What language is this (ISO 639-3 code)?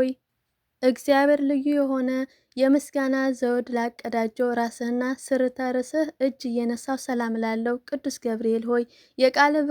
amh